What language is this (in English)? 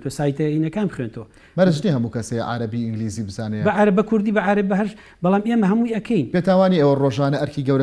Central Kurdish